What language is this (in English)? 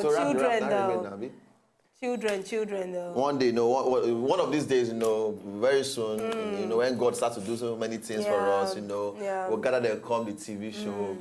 Nigerian Pidgin